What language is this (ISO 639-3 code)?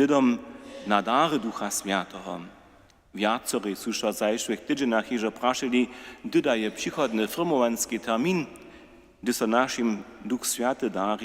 hsb